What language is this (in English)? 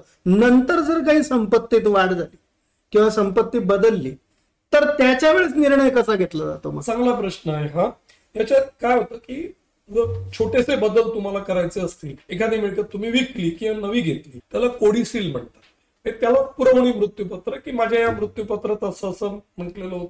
Marathi